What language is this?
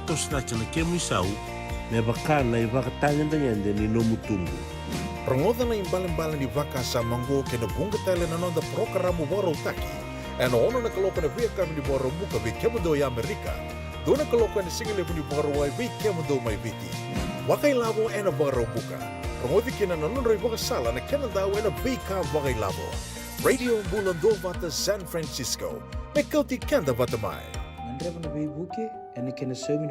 Fijian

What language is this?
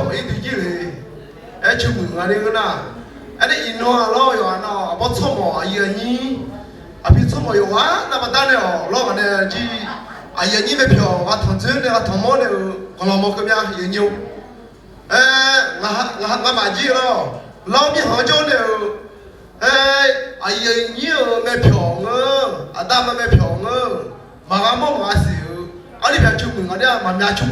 Akha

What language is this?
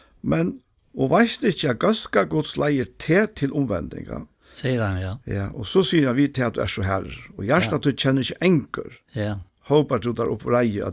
Faroese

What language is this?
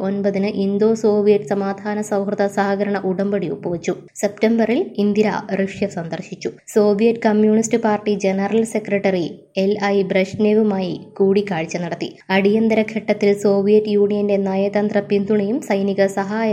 Malayalam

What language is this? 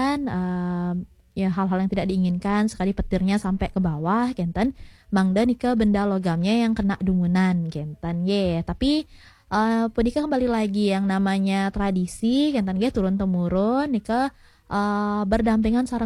Balinese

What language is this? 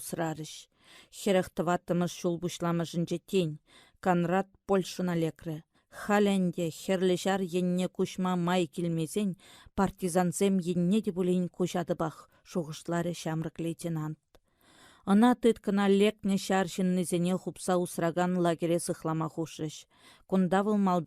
Chuvash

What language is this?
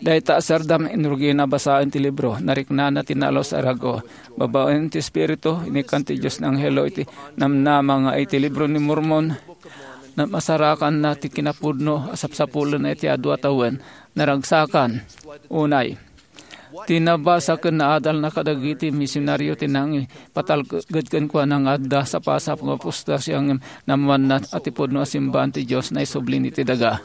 Iloko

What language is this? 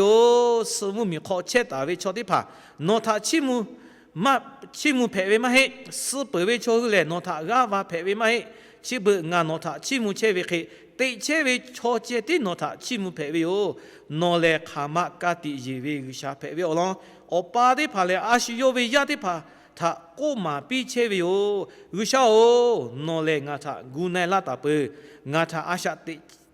Lahu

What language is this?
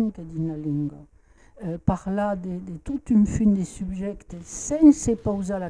Occitan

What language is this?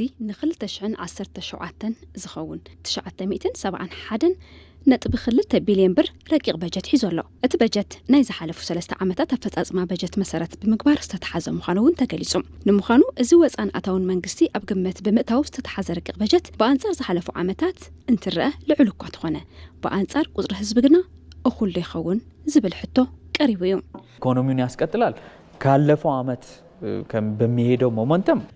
Tigrinya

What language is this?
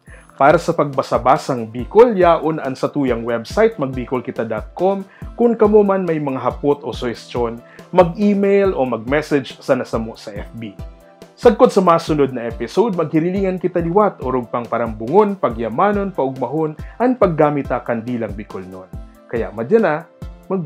Bikol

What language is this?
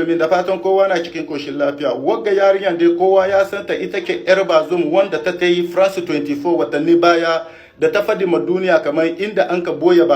Hausa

